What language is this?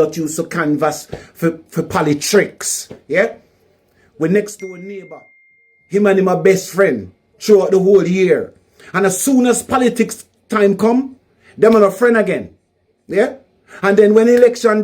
Jamaican Creole English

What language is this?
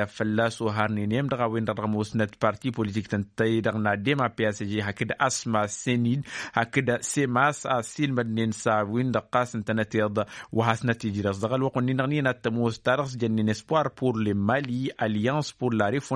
Tamasheq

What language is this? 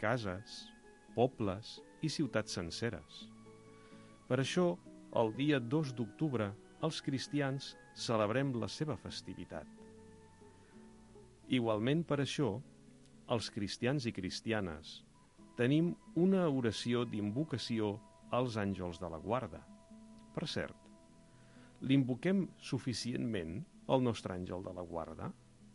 Catalan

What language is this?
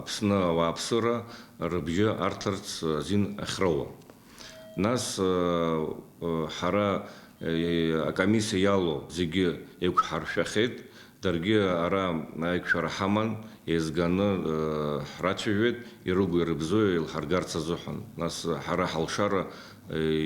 Abkhazian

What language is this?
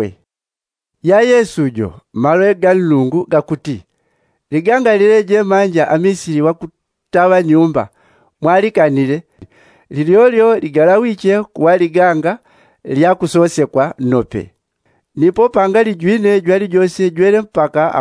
Yao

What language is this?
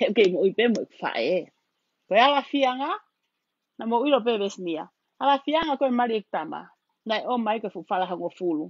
Tongan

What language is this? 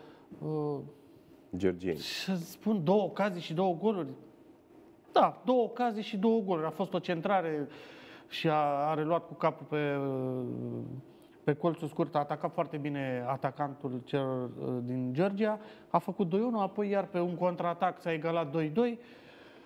Romanian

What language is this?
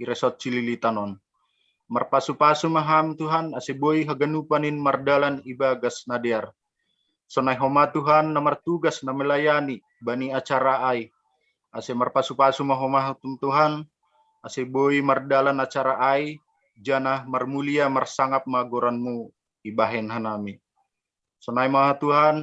Batak Simalungun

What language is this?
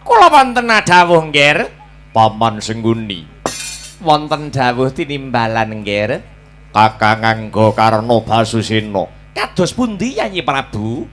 Javanese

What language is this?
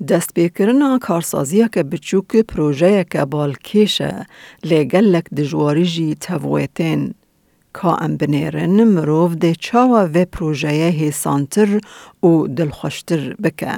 Kurdish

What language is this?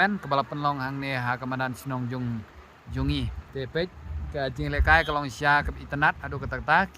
Khasi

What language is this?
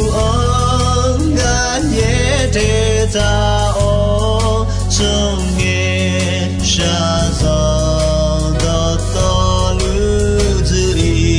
Akha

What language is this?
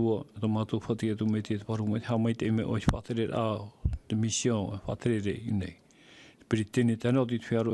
Tahitian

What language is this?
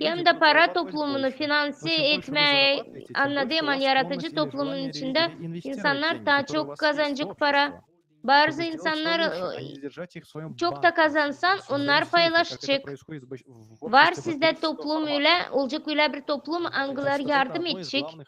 Gagauz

